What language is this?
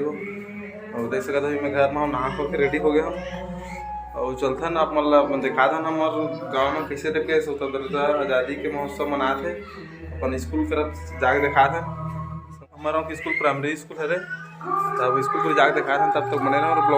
Chhattisgarhi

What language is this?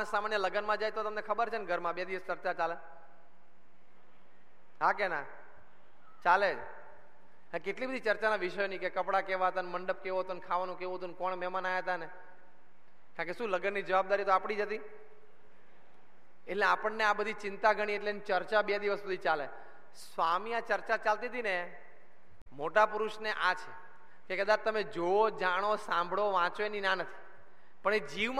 Gujarati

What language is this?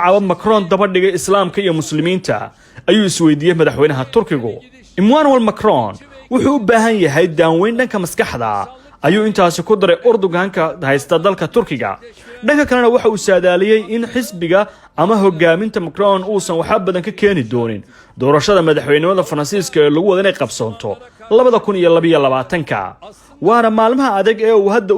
Somali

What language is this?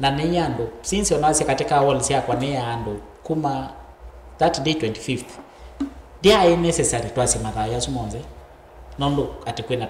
Kamba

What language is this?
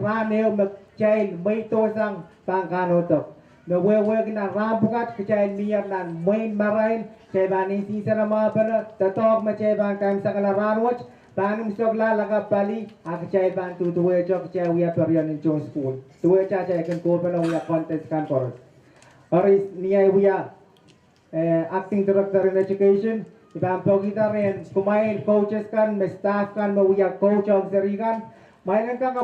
Pohnpeian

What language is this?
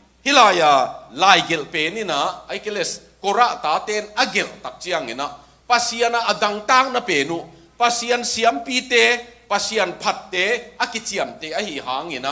Tedim Chin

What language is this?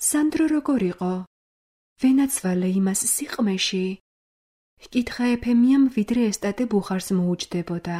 Georgian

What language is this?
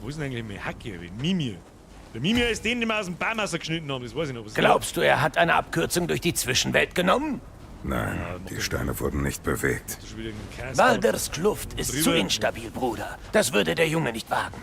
Bavarian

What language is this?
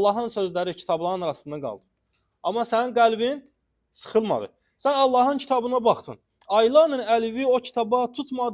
Azerbaijani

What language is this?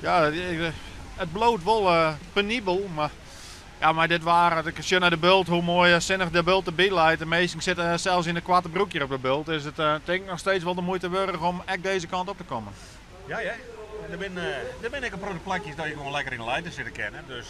Western Frisian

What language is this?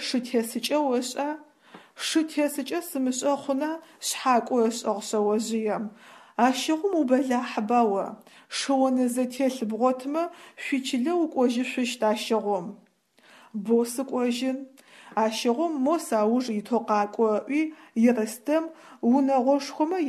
Adyghe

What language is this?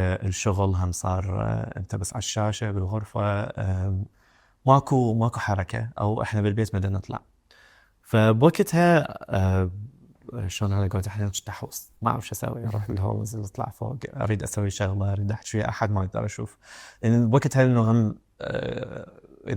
Mesopotamian Arabic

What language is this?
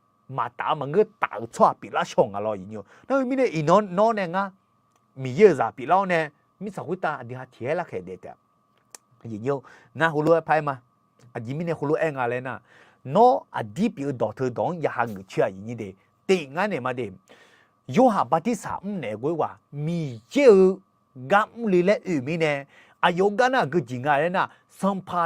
Akha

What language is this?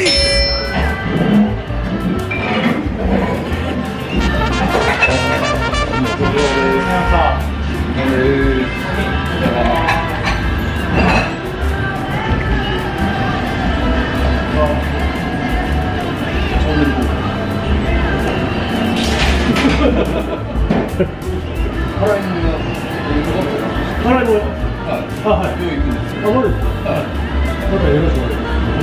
Japanese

